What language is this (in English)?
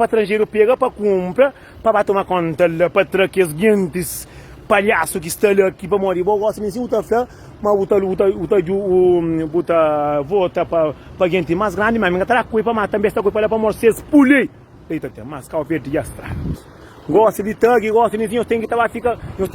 Kabuverdianu